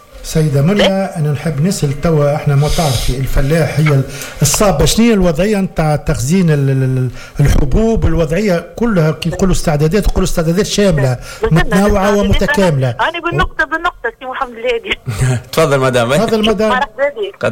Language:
Tunisian Arabic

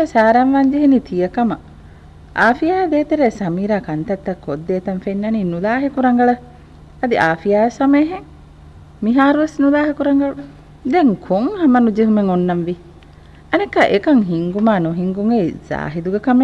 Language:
Divehi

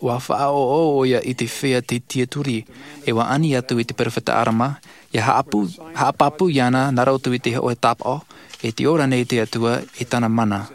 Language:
Tahitian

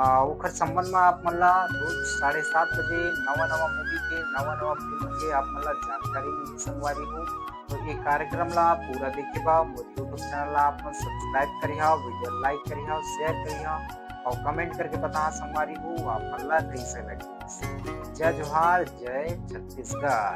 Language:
Chhattisgarhi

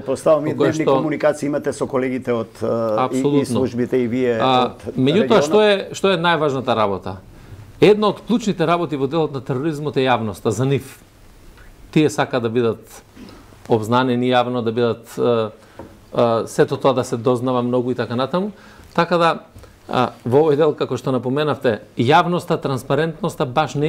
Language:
Macedonian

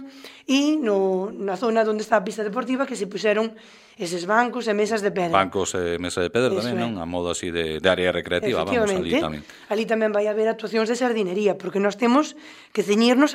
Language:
Galician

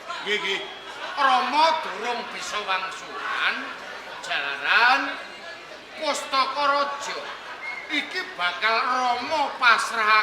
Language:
Javanese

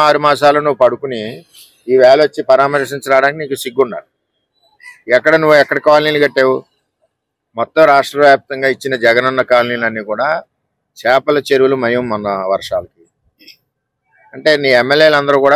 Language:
Telugu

